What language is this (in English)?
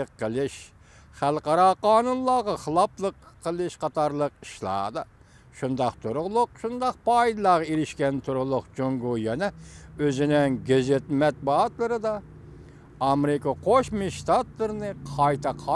Uyghur